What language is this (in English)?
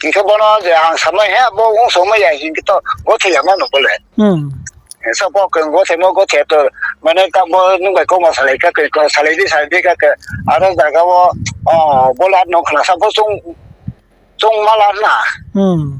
Riang (India)